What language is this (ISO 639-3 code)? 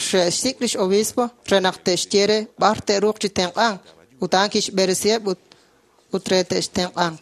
kek